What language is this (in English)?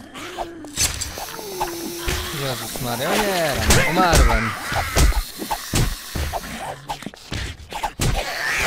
Polish